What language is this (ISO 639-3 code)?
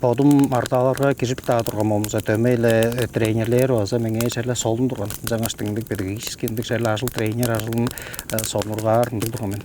tyv